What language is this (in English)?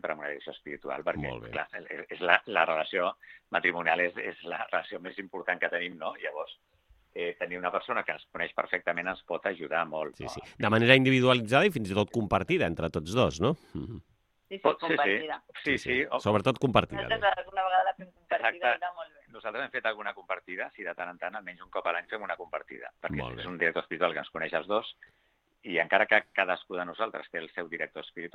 Catalan